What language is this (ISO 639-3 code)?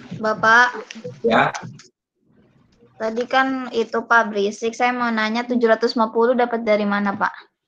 ind